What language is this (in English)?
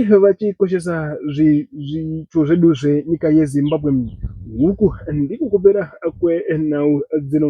Shona